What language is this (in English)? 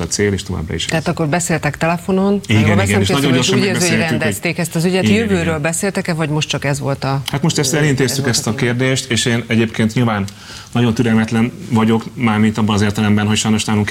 Hungarian